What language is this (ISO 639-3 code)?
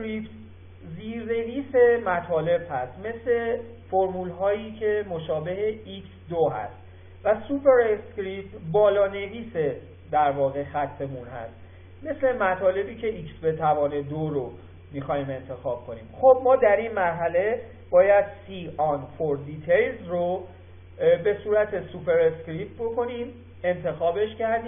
fas